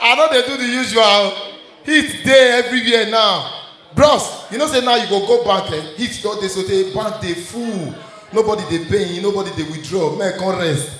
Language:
Nigerian Pidgin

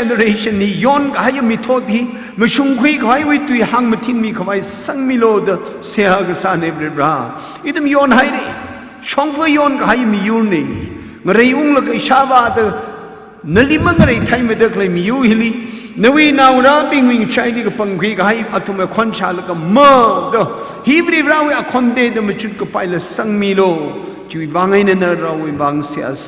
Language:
Tangkhul Naga (India)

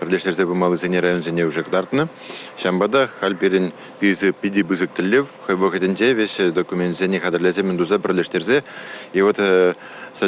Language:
Chuvash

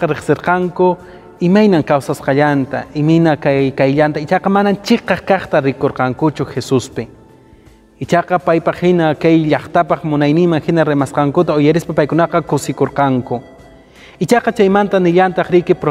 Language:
Quechua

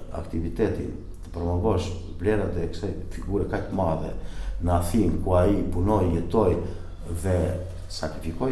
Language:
Albanian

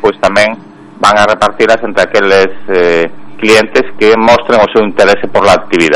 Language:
Galician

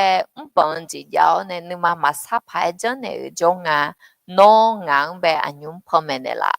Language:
Akha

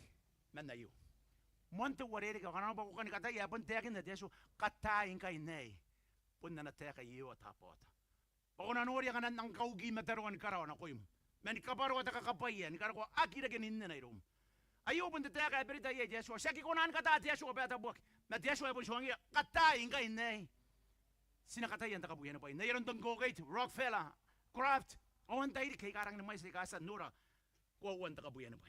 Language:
Gilbertese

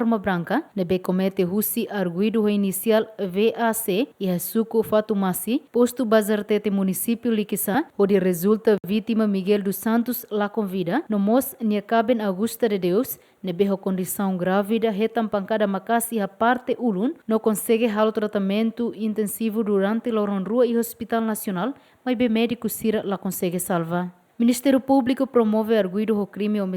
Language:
Tetum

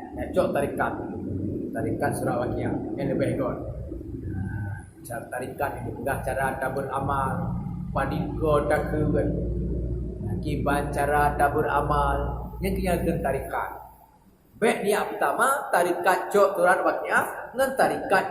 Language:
Achinese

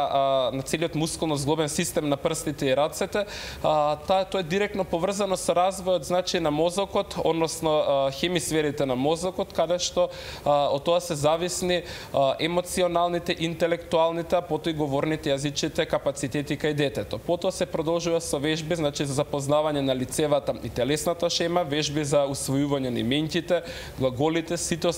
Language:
Macedonian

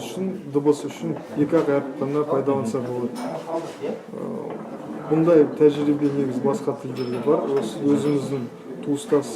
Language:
Kazakh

